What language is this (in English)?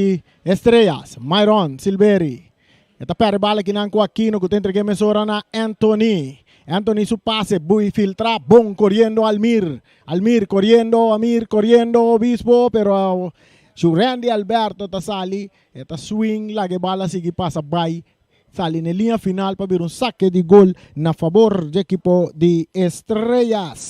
Papiamento